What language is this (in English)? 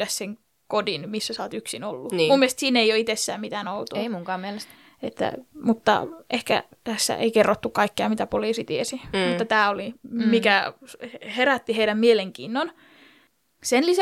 Finnish